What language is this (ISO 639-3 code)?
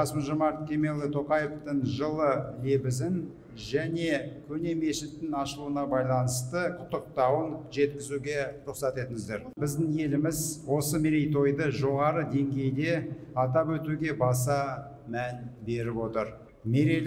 kaz